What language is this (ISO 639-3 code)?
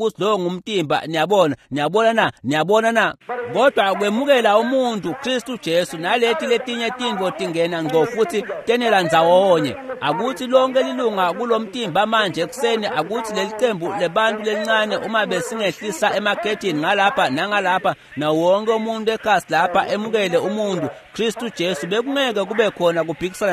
ssw